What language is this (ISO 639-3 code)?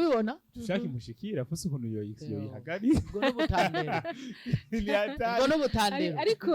run